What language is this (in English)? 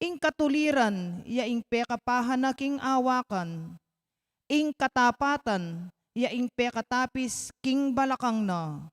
Pampanga